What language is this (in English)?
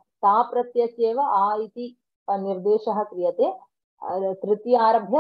Sanskrit